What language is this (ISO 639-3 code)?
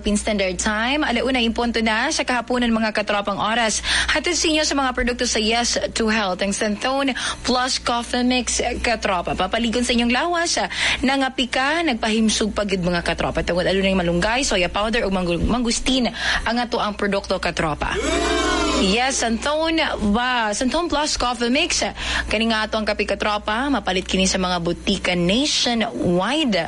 ceb